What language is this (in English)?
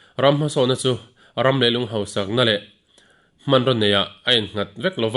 Mizo